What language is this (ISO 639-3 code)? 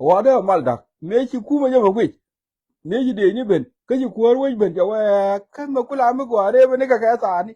nus